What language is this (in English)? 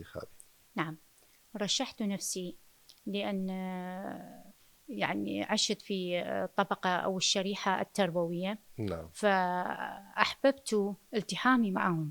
Mesopotamian Arabic